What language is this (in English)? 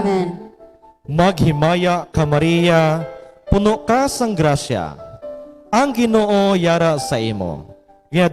Hiligaynon